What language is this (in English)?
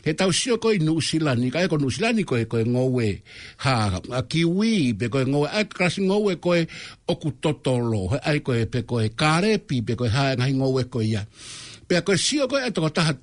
Tongan